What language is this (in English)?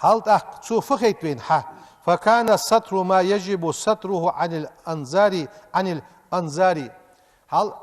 Ingush